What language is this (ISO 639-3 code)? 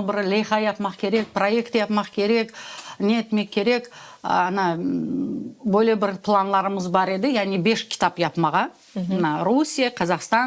crh